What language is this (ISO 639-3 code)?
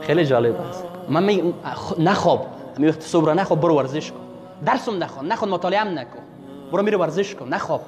fas